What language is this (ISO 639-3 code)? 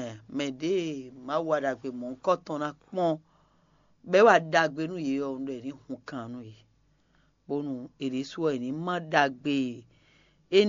fon